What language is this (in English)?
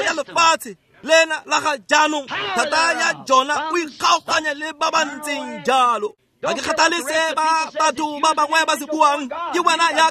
Tswana